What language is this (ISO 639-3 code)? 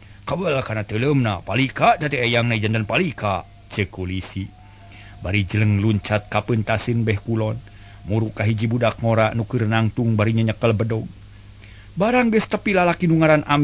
sun